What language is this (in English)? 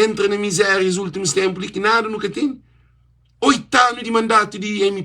Kabuverdianu